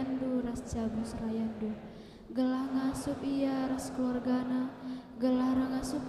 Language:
Batak Karo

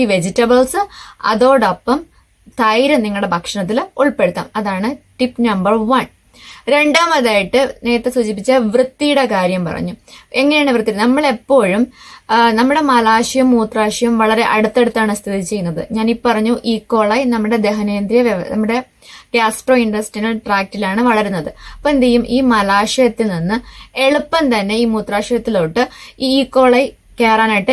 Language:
Malayalam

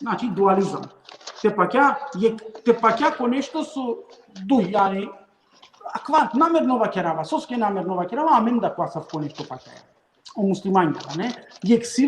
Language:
Balkan Romani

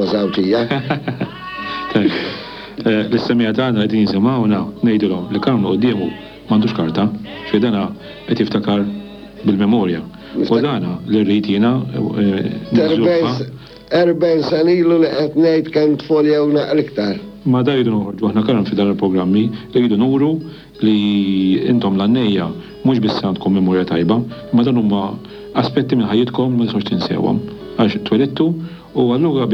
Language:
Maltese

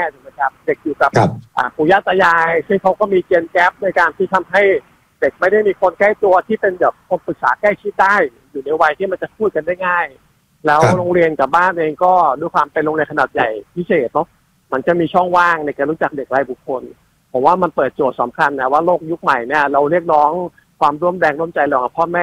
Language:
Thai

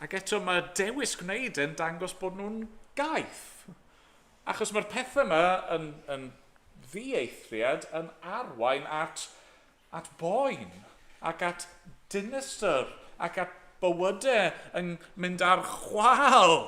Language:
Welsh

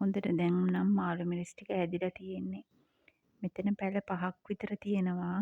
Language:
Sinhala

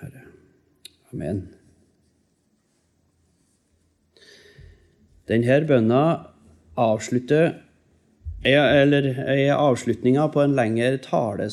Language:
Norwegian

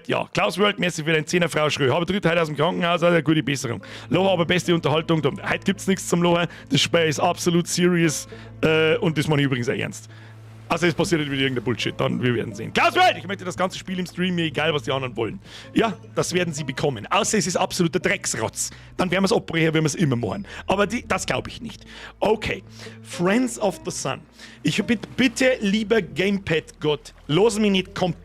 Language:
Bavarian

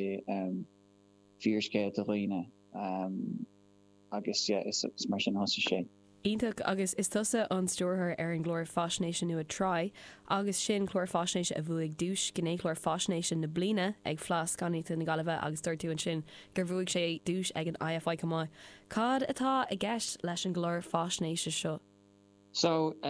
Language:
Irish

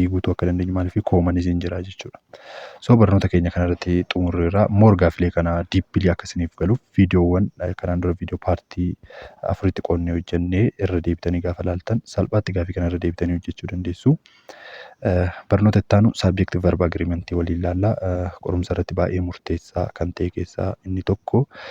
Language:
Oromo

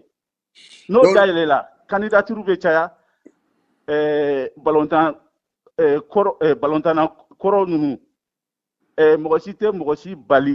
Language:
Bambara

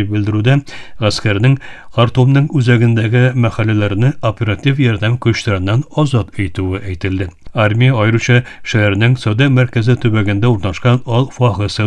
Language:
Tatar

